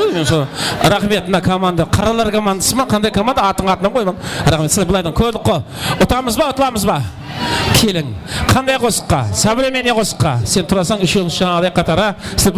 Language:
Kara-Kalpak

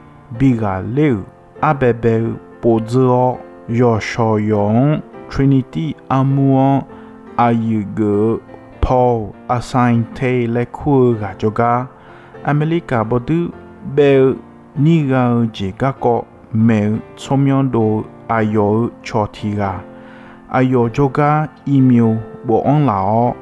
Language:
Akha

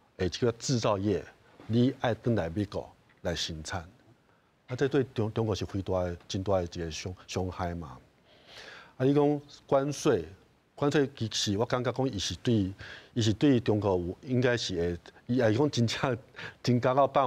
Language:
Min Nan Chinese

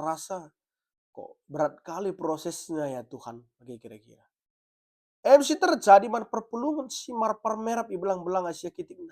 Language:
Batak Karo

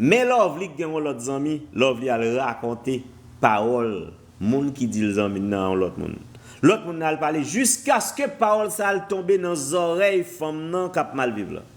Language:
Haitian Creole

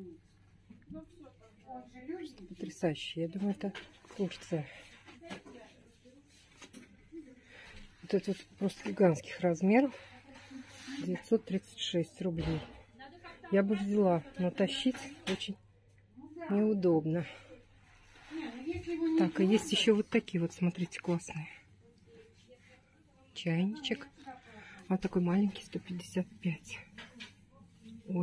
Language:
Russian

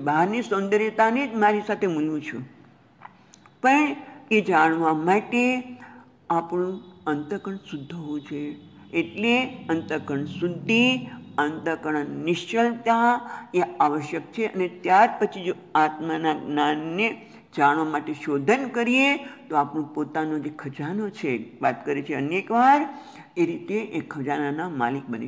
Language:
Gujarati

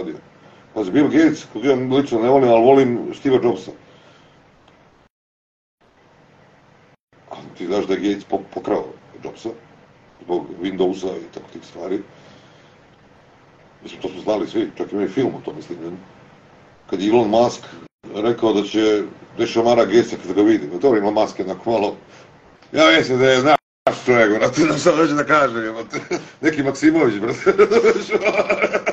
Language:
Serbian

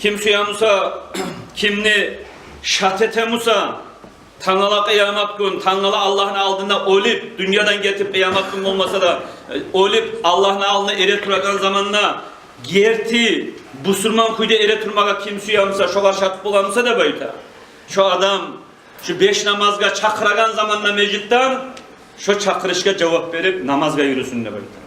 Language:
Kumyk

